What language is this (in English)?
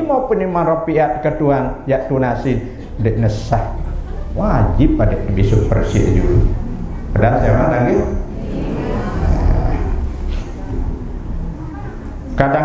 Sasak